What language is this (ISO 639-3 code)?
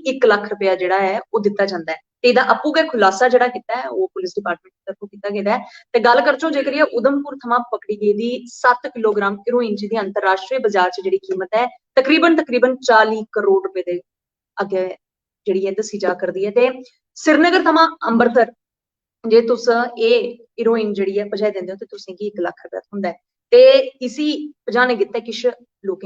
doi